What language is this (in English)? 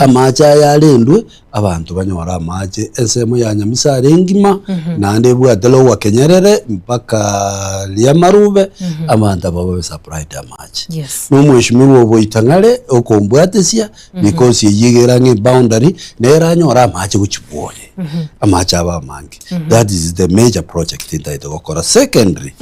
Gusii